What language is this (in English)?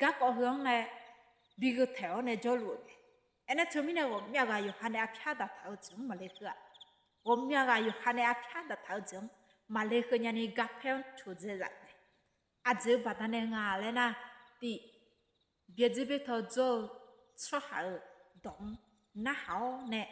Akha